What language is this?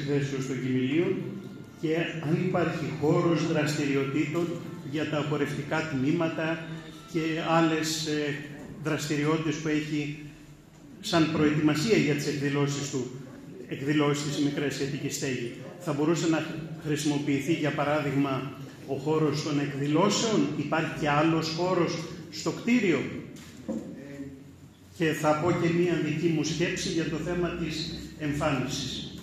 Greek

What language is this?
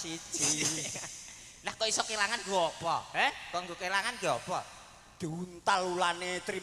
Javanese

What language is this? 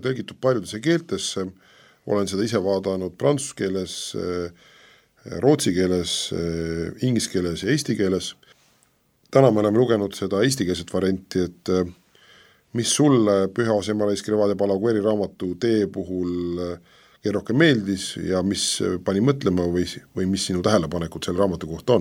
Estonian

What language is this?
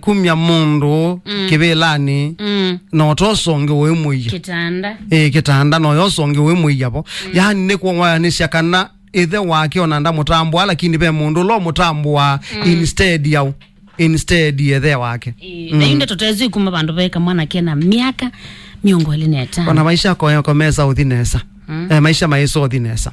Kamba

